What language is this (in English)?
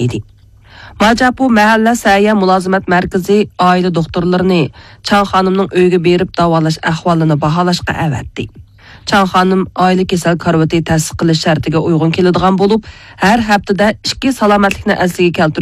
Uyghur